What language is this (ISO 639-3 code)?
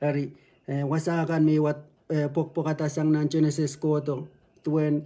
pon